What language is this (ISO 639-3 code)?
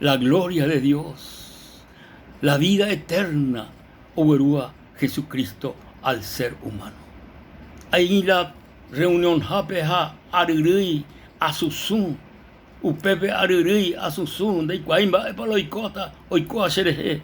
grn